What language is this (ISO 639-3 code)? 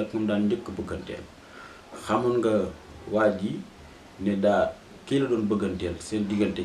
wol